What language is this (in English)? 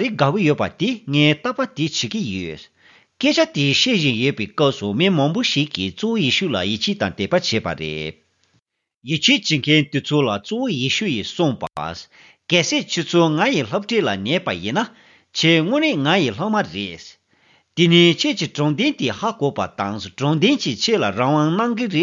Tibetan